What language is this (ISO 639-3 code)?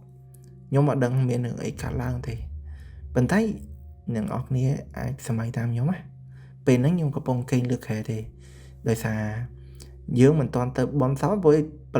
khm